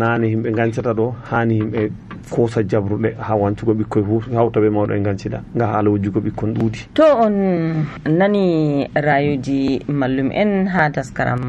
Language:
Nigerian Fulfulde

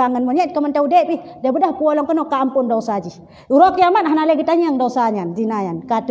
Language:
Achinese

